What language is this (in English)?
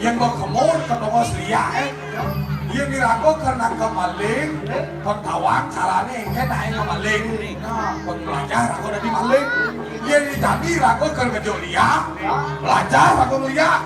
Balinese